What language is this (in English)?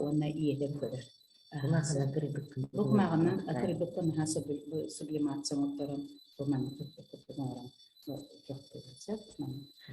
Yakut